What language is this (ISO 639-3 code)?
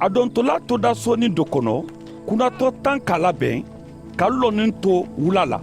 man